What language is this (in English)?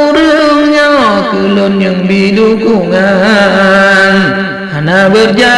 Achinese